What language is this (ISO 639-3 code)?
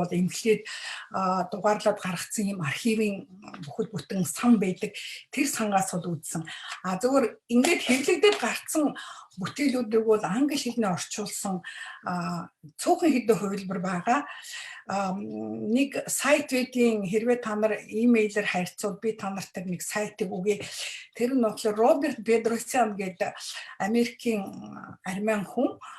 mon